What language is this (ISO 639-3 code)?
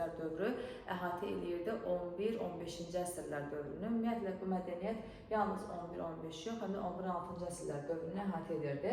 aze